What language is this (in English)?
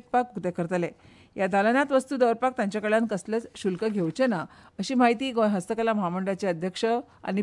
Konkani